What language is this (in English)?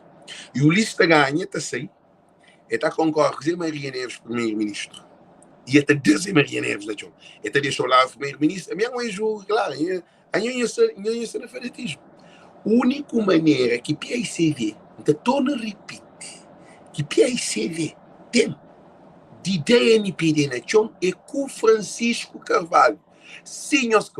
Kabuverdianu